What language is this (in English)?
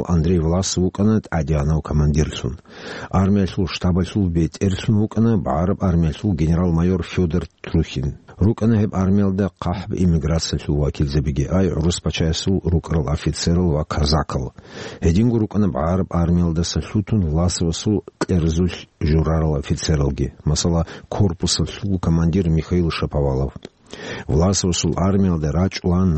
Avaric